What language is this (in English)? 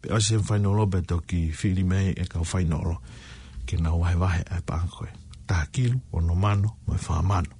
Tongan